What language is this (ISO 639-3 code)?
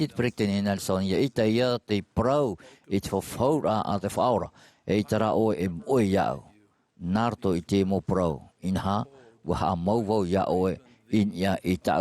tah